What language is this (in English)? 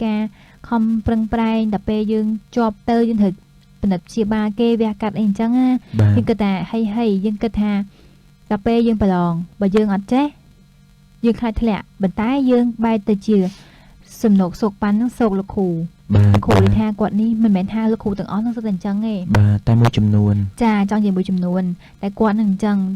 Khmer